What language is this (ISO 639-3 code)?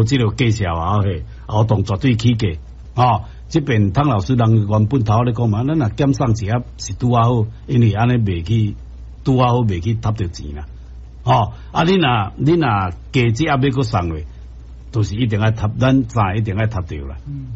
nan